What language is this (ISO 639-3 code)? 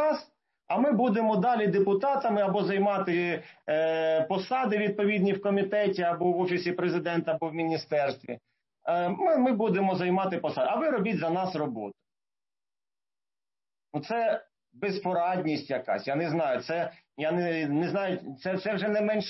ukr